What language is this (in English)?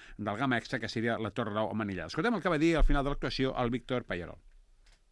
Catalan